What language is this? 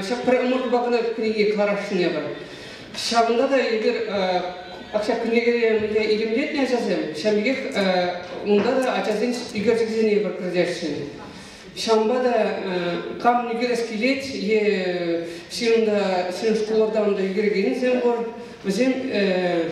Chuvash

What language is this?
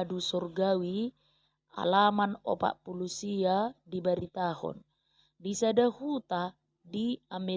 Batak Toba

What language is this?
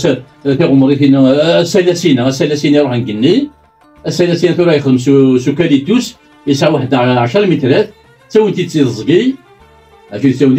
Kabyle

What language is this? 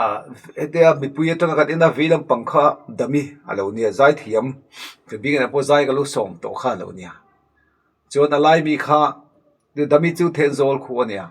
Mizo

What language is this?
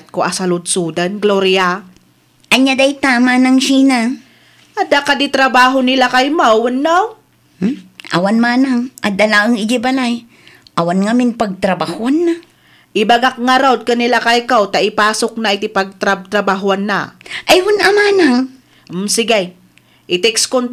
Iloko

